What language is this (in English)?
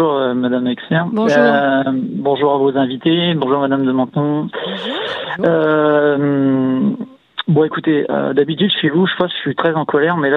French